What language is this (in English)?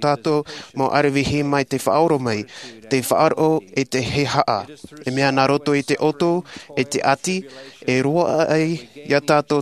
Tahitian